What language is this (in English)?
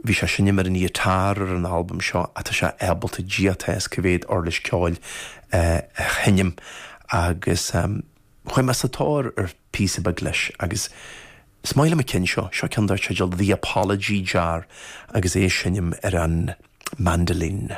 Irish